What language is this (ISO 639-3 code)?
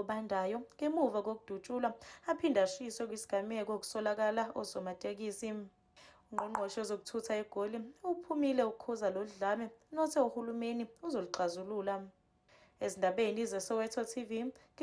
zul